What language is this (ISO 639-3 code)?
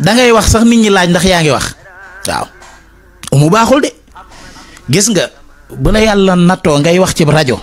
wol